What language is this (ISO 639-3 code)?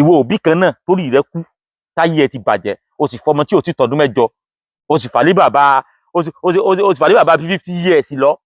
yor